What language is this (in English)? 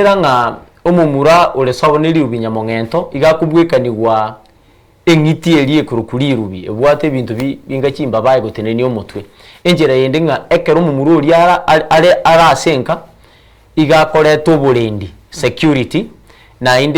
Gusii